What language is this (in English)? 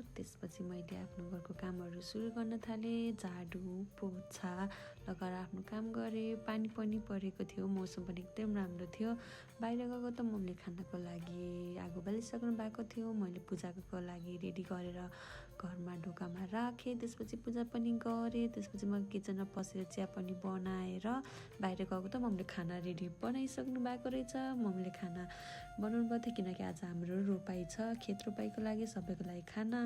Nepali